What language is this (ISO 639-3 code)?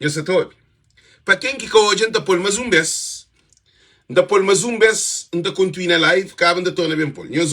kea